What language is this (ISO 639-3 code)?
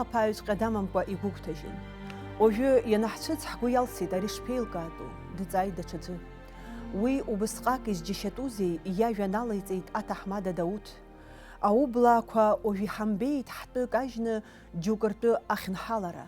abk